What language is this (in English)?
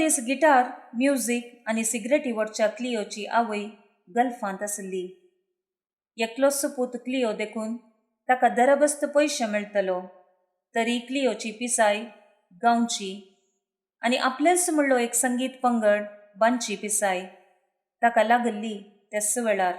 Konkani